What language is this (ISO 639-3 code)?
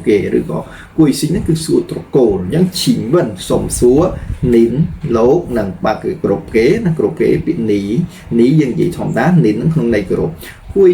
khm